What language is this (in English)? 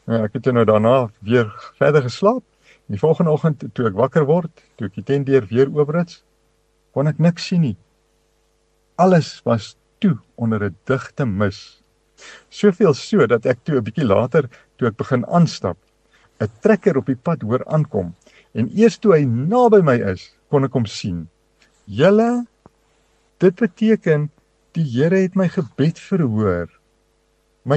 Afrikaans